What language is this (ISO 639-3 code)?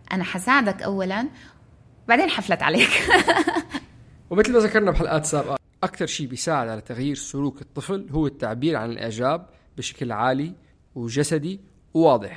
apc